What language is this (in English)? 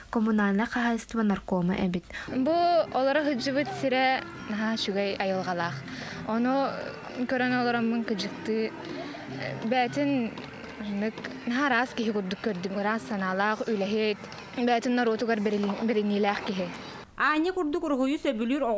Yakut